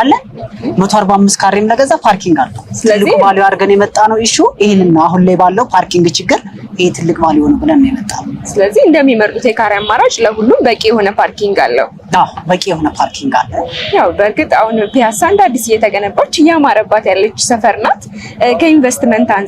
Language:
Amharic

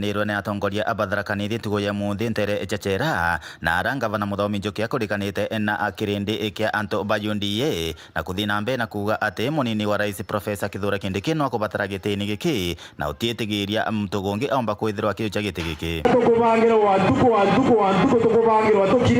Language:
Meru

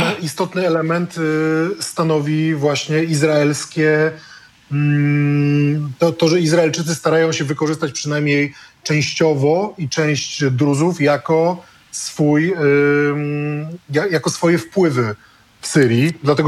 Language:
Polish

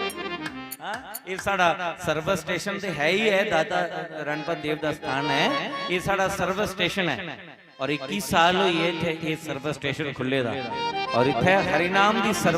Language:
Dogri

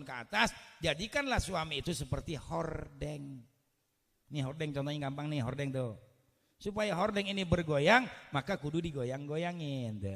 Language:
Betawi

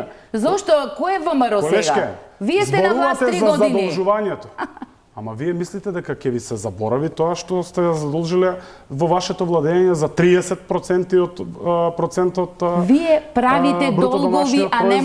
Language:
Macedonian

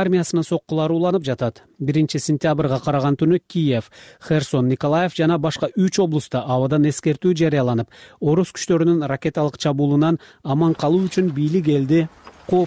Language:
Kyrgyz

